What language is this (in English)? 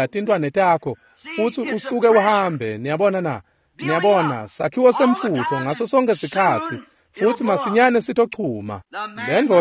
Swati